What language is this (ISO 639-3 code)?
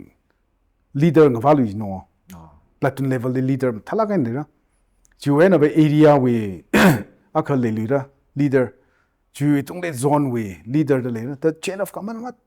nmf